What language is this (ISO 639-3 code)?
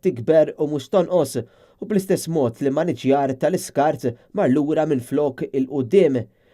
mlt